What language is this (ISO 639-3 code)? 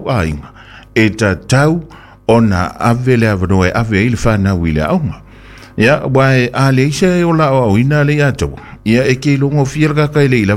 smo